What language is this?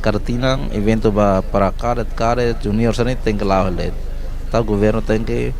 Tetum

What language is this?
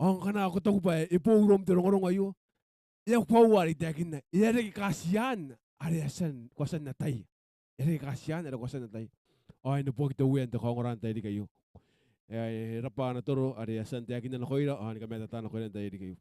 Gilbertese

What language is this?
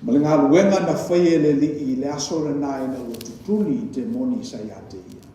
Samoan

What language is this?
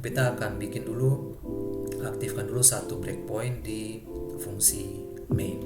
Ambonese Malay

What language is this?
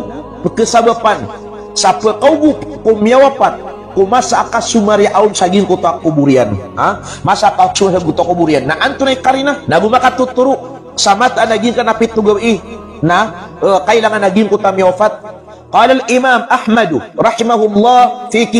Maranao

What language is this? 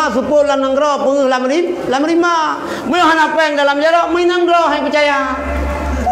Achinese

